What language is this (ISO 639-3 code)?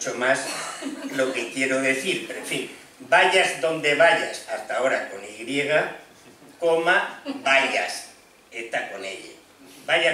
spa